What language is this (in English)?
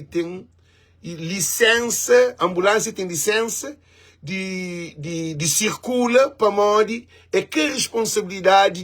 Kabuverdianu